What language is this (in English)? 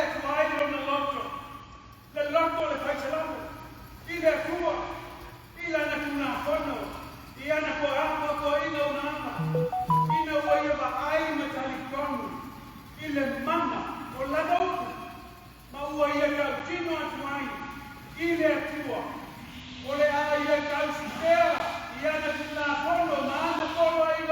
Samoan